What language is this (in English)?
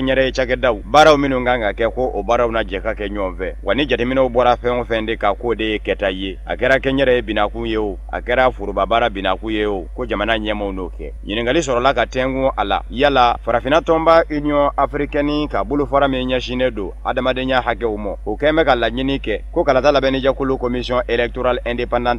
Bambara